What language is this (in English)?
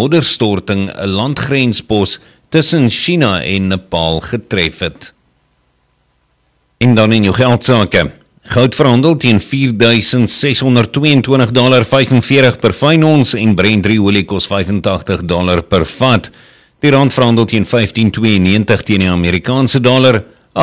Afrikaans